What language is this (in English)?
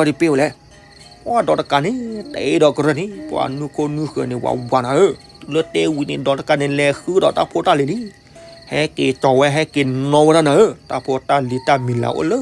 S'gaw Karen